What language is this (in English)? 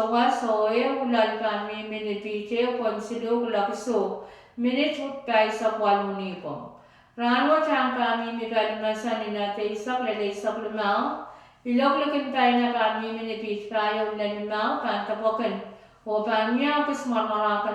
Pohnpeian